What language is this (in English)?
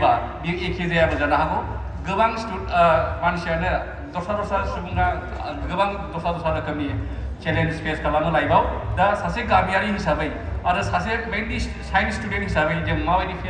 Bodo